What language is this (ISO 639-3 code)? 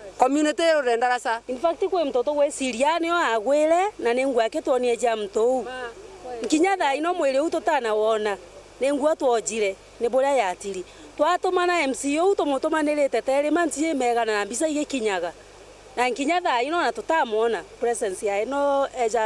mer